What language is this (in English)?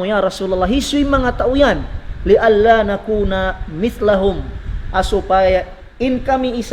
Tausug